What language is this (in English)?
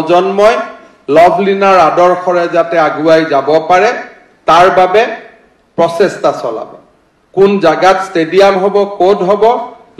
Assamese